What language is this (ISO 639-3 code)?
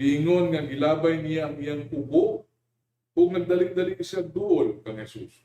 ceb